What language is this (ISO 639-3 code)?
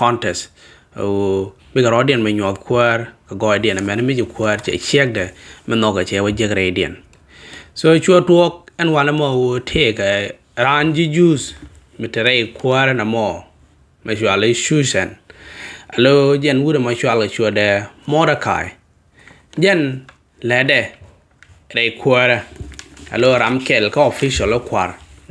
nus